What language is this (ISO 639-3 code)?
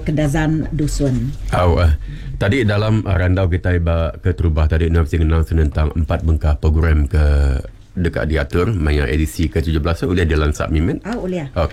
iba